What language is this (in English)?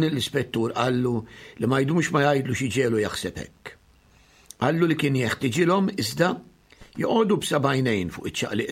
Maltese